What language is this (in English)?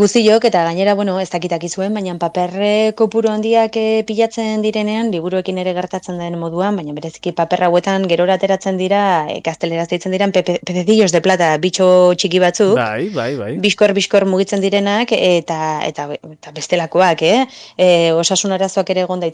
Basque